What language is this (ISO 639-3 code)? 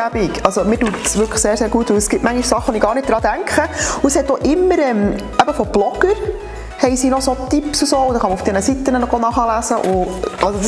gsw